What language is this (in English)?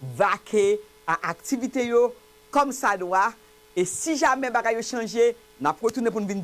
Haitian Creole